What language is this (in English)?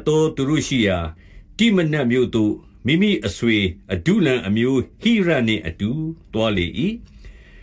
Burmese